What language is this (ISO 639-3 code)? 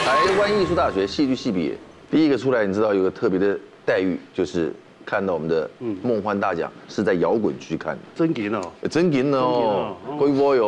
zho